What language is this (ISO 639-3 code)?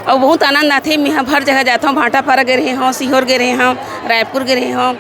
hne